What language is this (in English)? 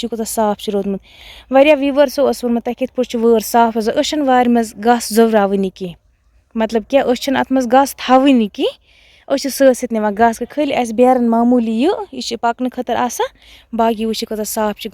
Kashmiri